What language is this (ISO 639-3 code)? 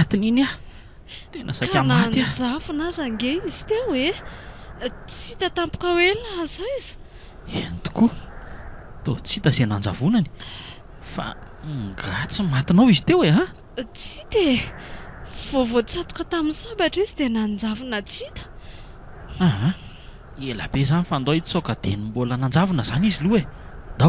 mlg